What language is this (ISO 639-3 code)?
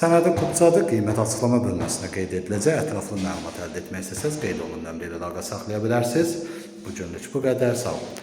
aze